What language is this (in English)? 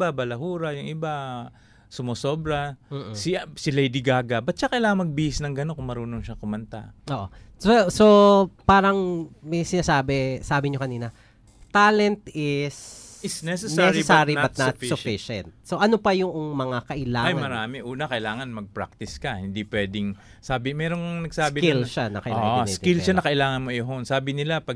Filipino